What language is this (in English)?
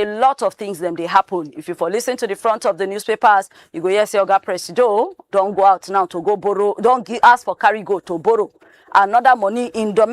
Nigerian Pidgin